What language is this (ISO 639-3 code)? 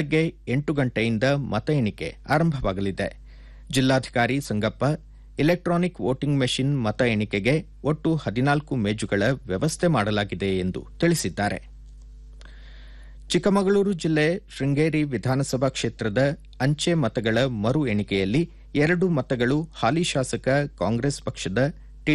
kan